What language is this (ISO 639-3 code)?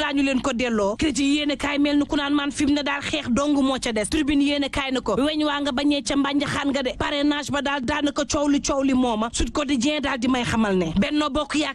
wol